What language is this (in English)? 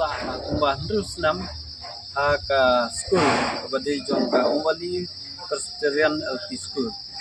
Khasi